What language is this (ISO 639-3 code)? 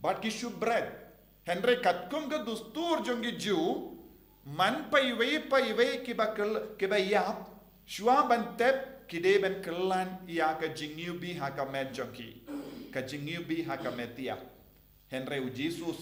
kha